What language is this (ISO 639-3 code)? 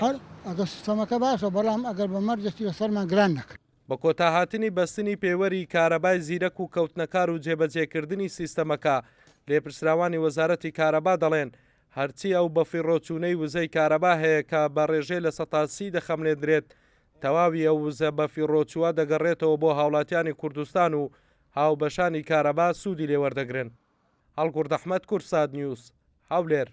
ckb